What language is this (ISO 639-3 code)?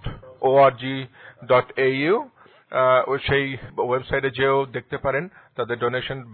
ben